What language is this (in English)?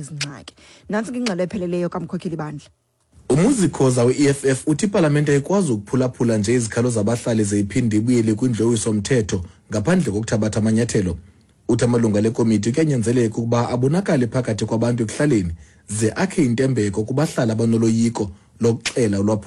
Xhosa